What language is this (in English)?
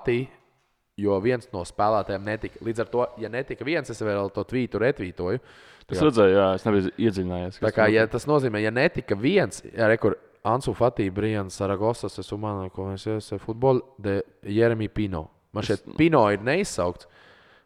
Latvian